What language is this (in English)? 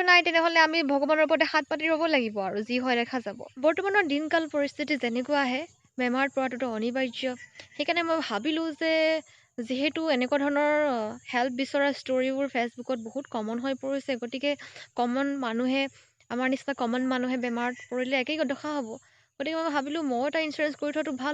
Assamese